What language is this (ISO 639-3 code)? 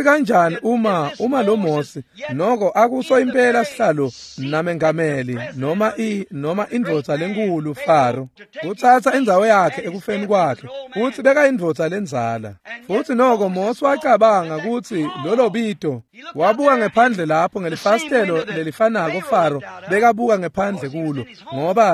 ssw